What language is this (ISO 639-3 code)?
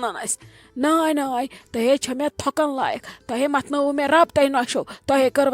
kas